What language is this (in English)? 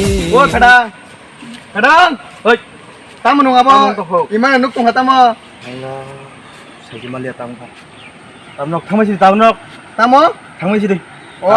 Kok Borok